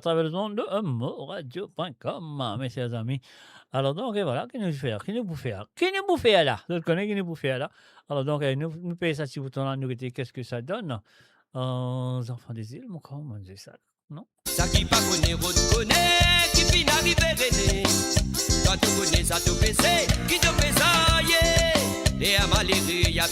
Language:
Morisyen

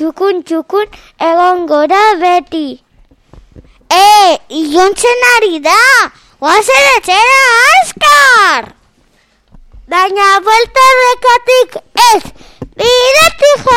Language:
Basque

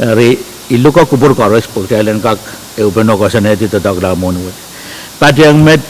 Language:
Pohnpeian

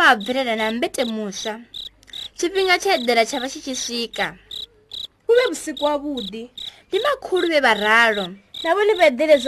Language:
Venda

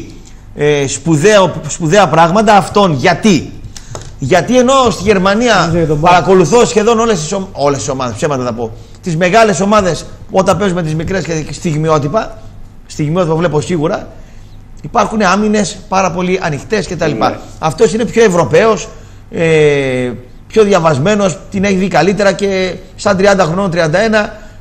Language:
Greek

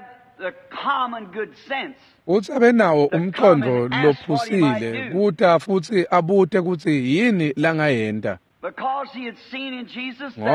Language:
Swati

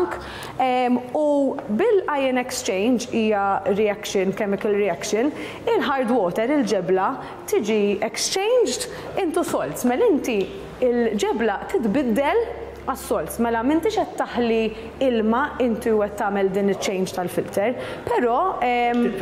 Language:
Maltese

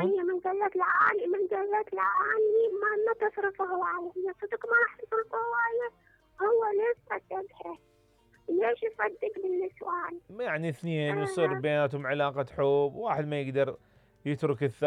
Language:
Mesopotamian Arabic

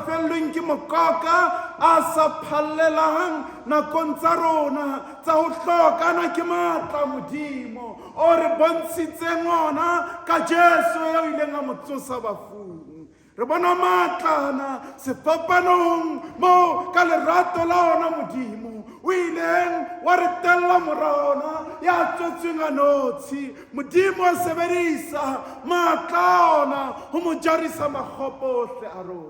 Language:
Southern Sotho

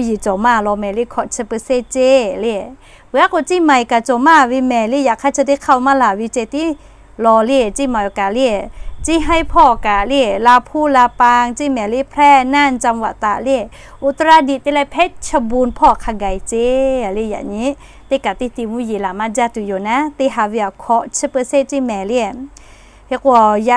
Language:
Lahu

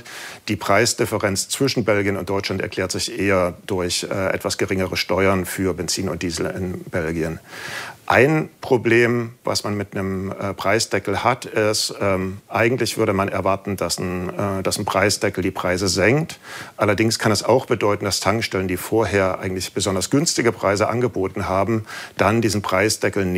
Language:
German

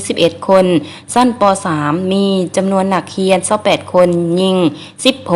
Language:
Lao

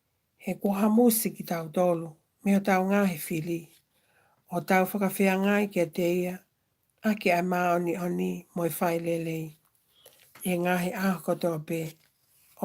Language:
Tongan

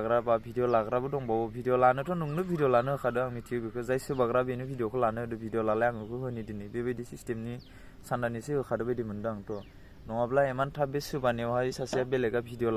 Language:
Bodo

